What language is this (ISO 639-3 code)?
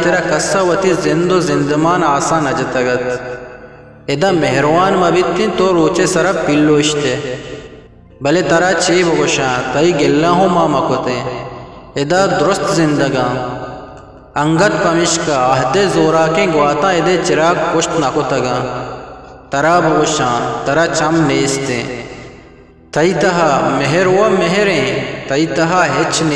bgp